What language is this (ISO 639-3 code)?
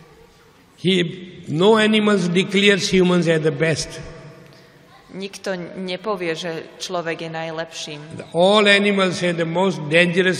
slk